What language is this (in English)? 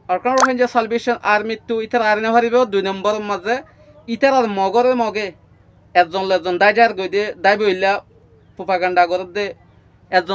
Rohingya